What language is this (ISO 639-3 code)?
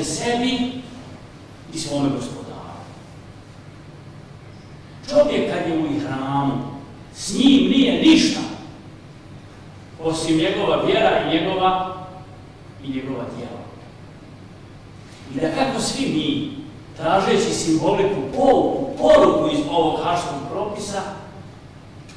bos